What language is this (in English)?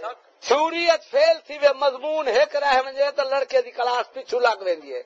Saraiki